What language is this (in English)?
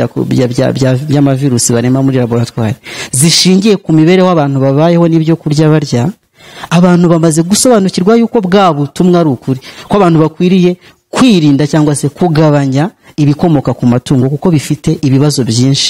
Kinyarwanda